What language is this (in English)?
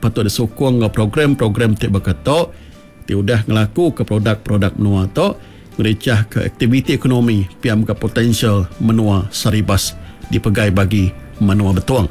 Iban